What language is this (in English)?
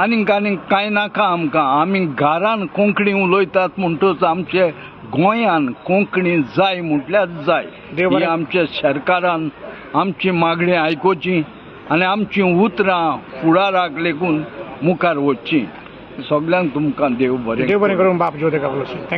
Konkani